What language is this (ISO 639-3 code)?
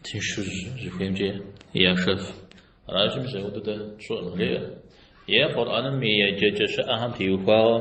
kbd